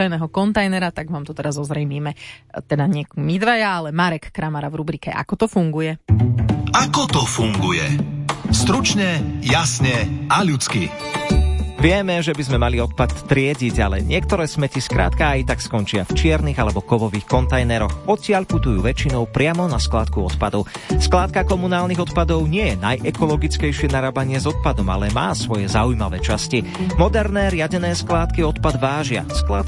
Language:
Slovak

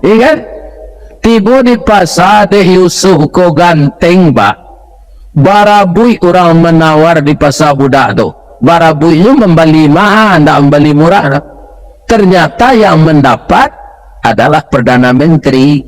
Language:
Minangkabau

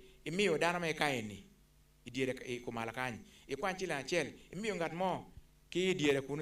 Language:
Acoli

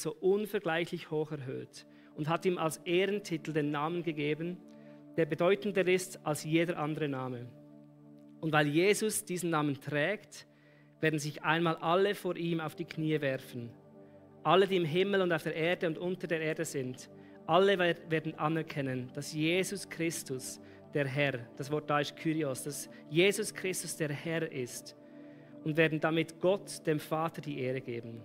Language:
Swiss German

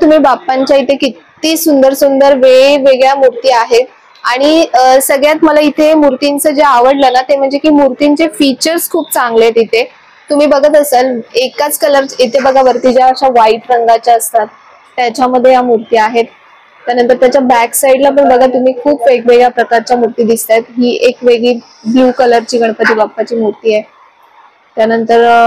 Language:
Marathi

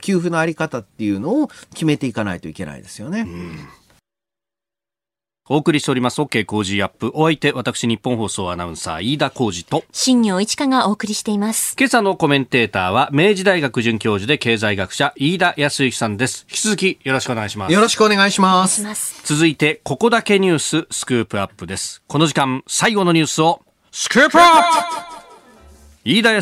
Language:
Japanese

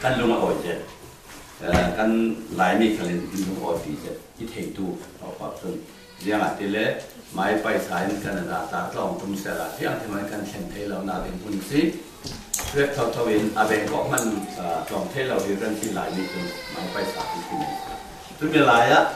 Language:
Falam Chin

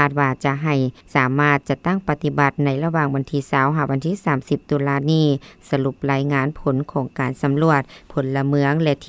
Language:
Lao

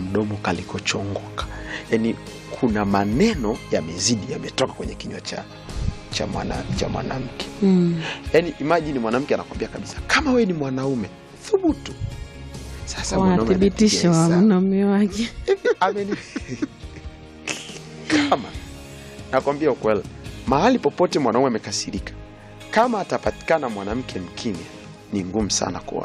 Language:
Swahili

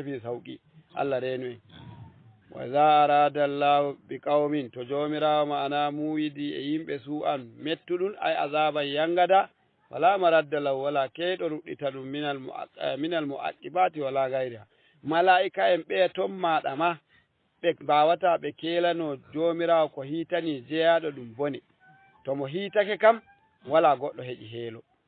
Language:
Fula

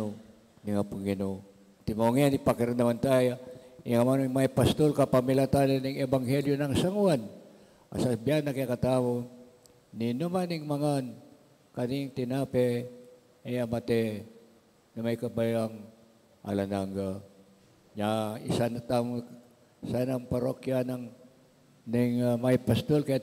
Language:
Pampanga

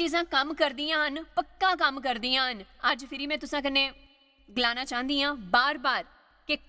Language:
Dogri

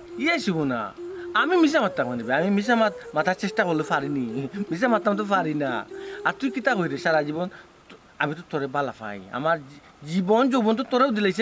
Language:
Sylheti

